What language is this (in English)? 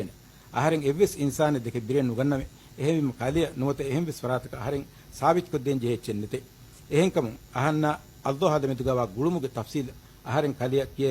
Divehi